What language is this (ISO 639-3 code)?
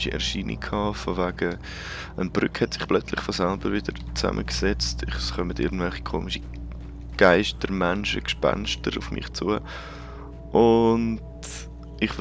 gsw